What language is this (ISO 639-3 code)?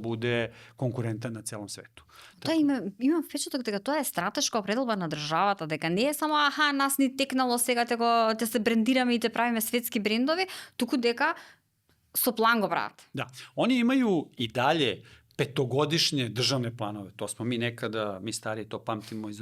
mkd